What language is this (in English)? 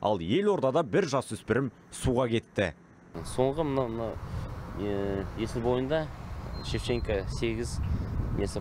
Kazakh